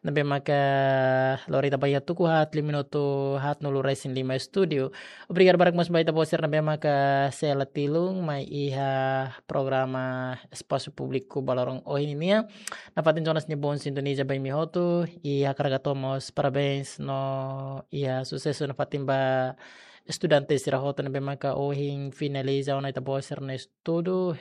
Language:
Tetum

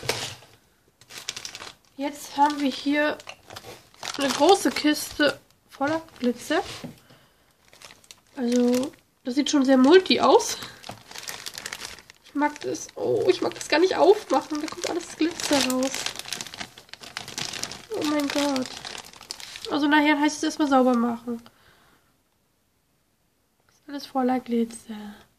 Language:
German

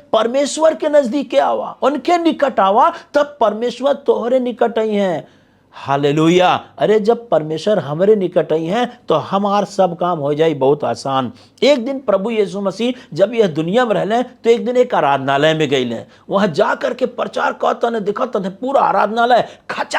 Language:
Bhojpuri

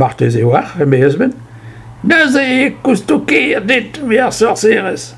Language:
Breton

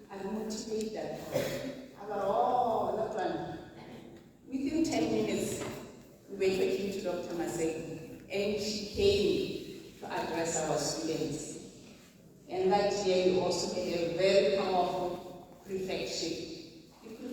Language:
Tswana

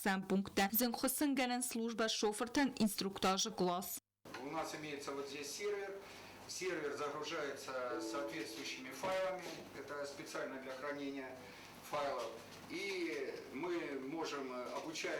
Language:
Ossetic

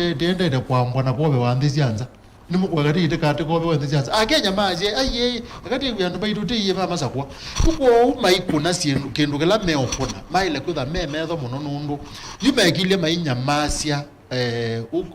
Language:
Kamba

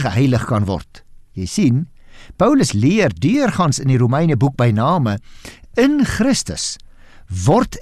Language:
Afrikaans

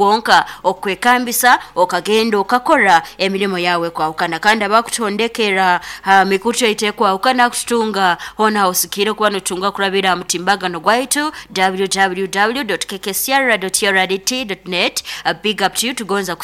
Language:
Nyoro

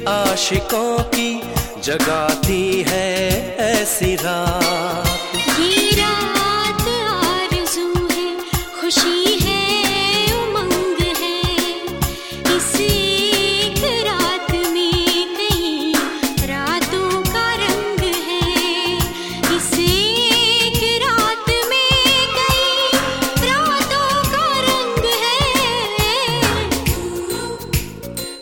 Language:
Hindi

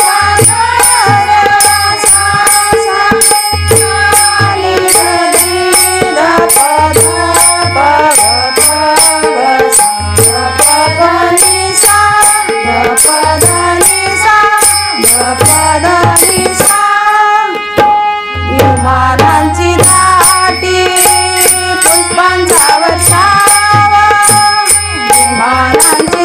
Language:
Marathi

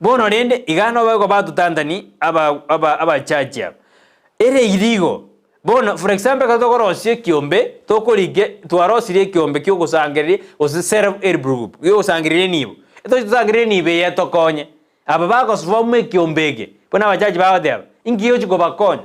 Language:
Gusii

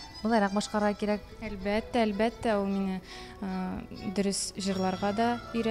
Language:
Tatar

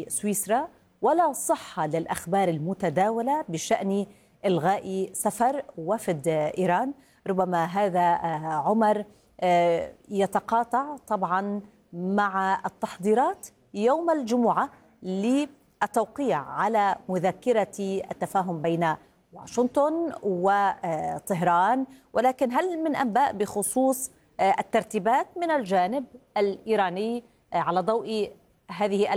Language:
Arabic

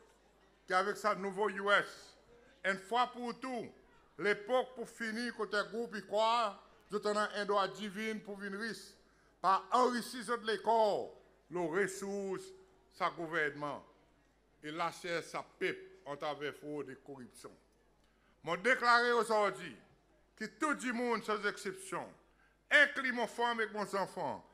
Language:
Seselwa Creole French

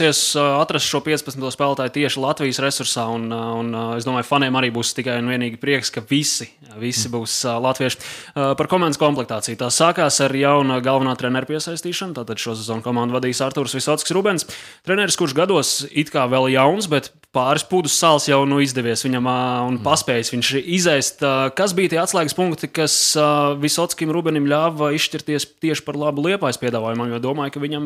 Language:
Latvian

